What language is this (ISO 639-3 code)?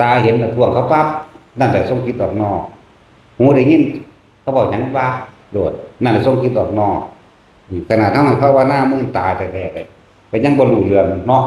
tts